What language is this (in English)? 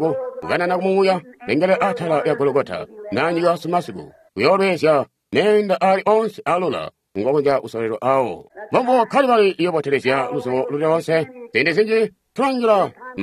Tonga (Zambia)